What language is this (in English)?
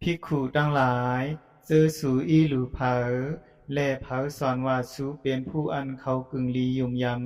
Shan